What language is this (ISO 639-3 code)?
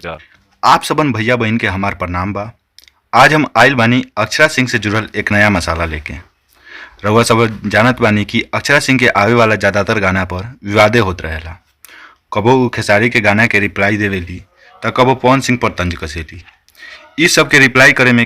bho